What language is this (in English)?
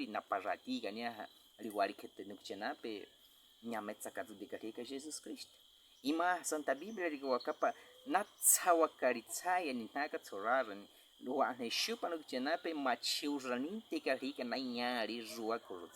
Baniwa